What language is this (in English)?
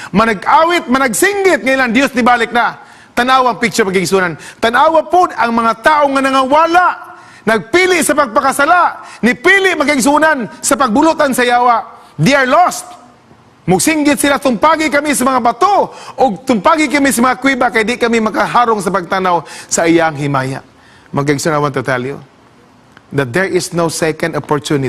Cebuano